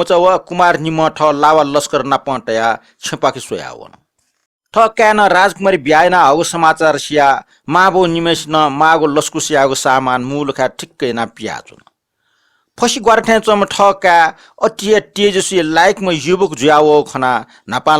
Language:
Newari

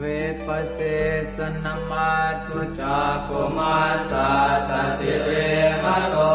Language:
Pali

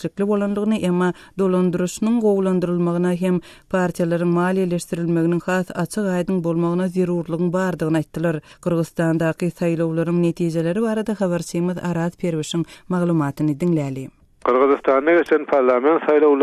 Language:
Turkmen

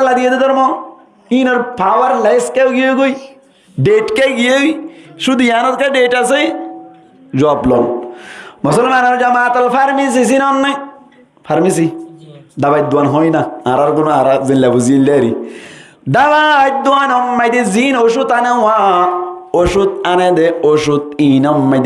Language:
Rohingya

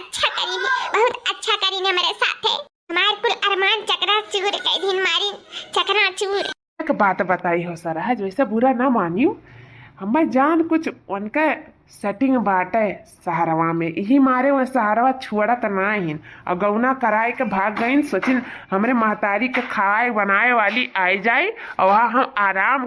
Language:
Awadhi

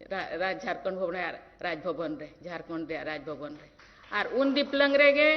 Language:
Santali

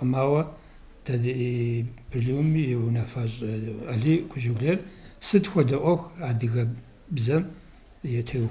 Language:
Kabardian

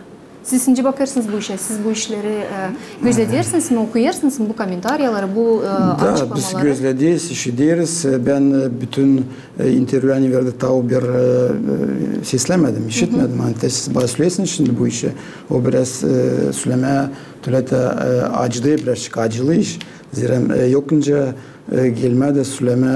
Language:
Gagauz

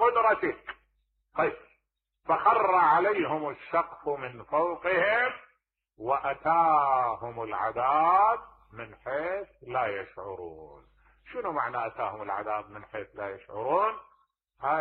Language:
Mesopotamian Arabic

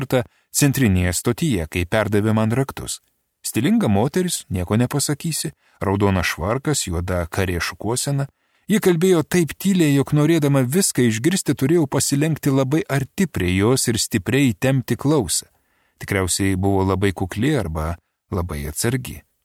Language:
Lithuanian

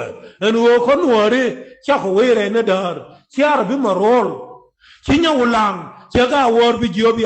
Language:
Nuer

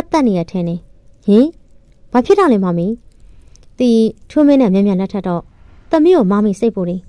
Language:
Burmese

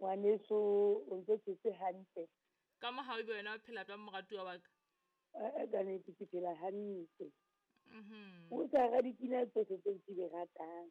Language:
Southern Sotho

